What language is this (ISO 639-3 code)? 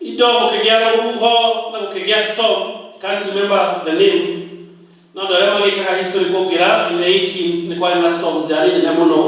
kik